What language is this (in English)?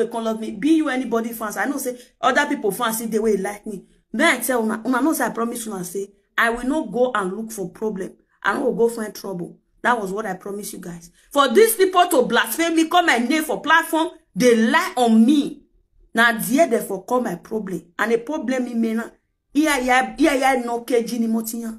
Nigerian Pidgin